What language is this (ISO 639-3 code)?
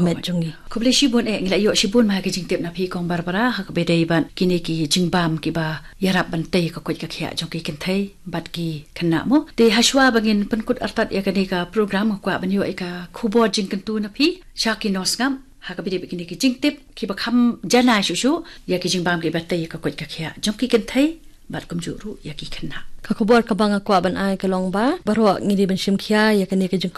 kha